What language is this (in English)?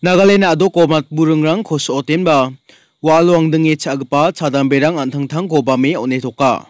Garo